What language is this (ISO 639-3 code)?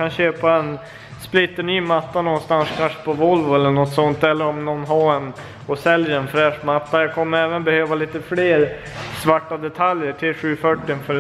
swe